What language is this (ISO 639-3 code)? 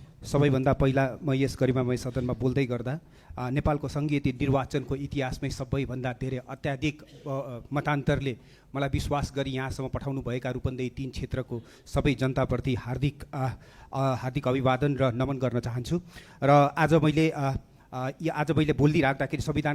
nep